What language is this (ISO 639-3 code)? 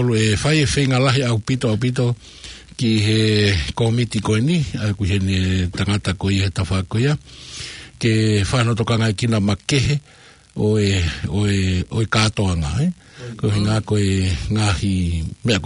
ton